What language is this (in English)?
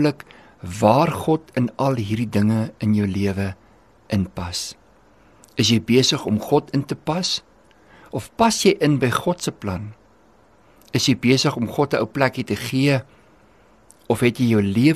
Afrikaans